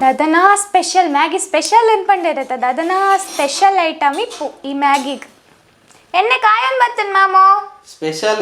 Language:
Tulu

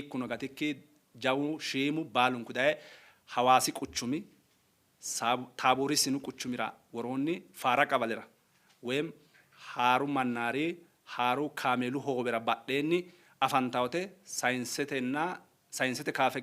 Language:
Sidamo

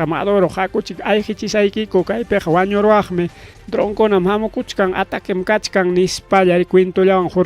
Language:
Ayacucho Quechua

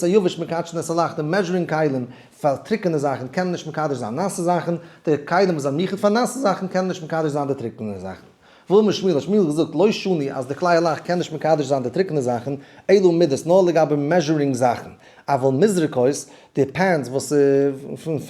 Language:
Yiddish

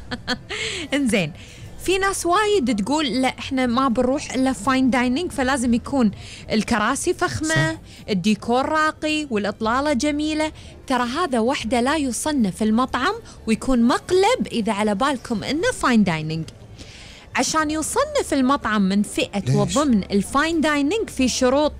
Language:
Gulf Arabic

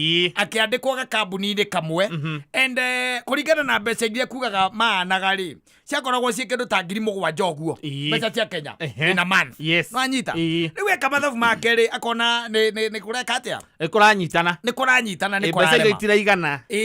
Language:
Kikuyu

